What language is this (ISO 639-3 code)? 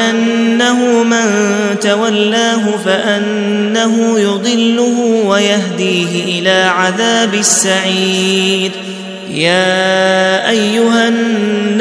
ara